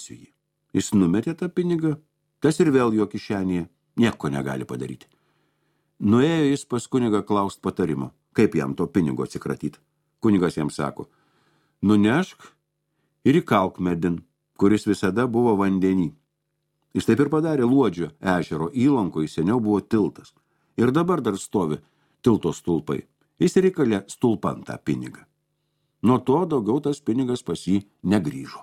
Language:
Lithuanian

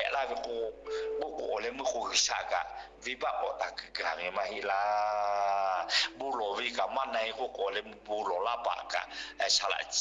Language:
Lahu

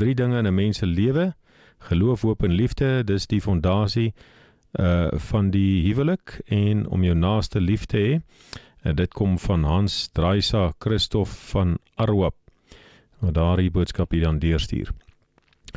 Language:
Afrikaans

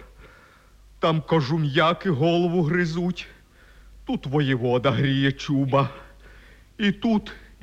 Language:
Ukrainian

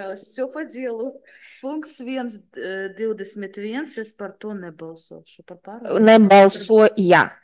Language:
Latvian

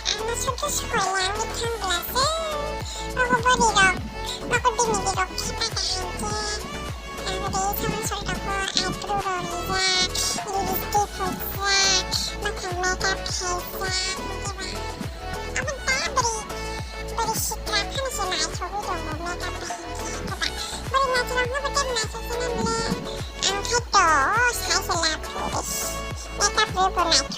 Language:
Kok Borok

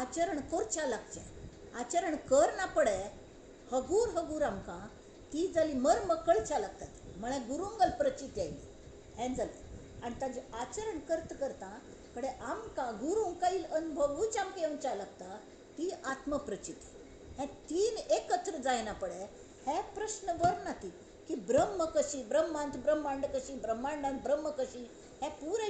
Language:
Konkani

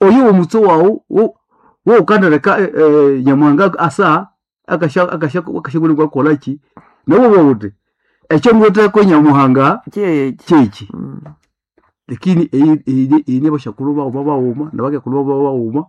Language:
Nande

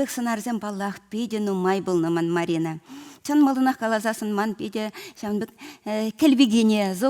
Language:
Chuvash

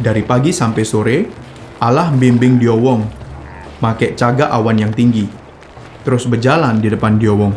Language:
Musi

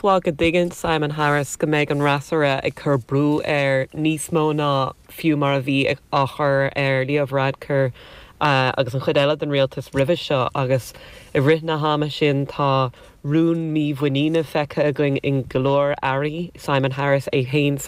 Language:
Irish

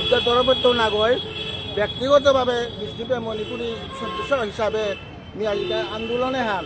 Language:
Bishnupriya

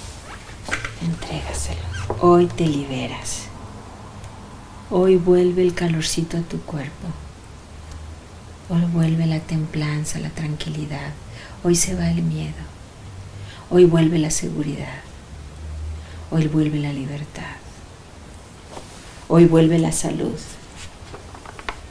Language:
Spanish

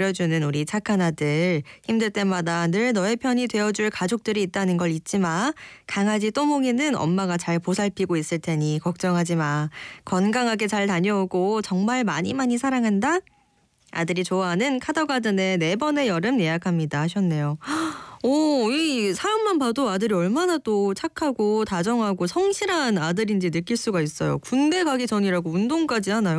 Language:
Korean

